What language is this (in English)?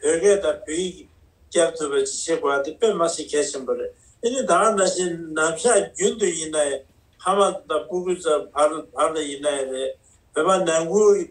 Tibetan